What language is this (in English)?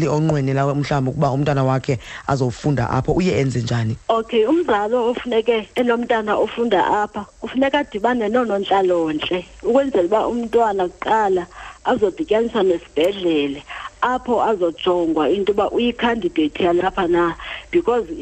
Xhosa